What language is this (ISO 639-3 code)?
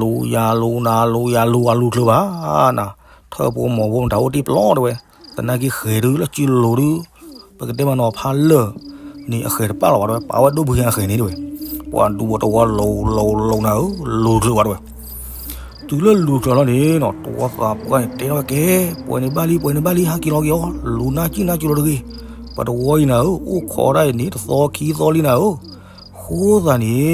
ksw